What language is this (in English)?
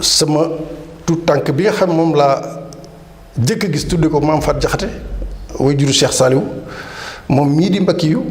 Wolof